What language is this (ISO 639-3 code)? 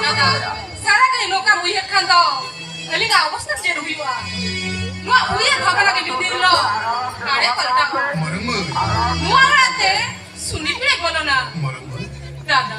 sat